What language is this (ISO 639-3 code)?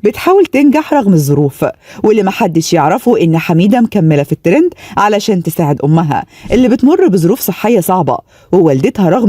arz